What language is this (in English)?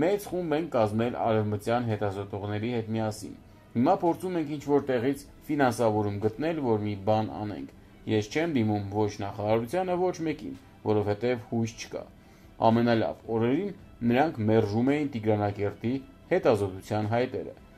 Armenian